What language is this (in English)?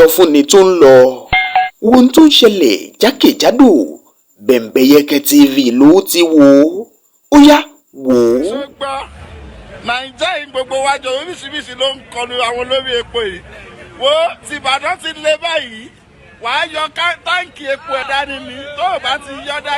Yoruba